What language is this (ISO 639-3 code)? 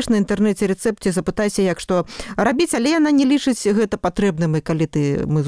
bel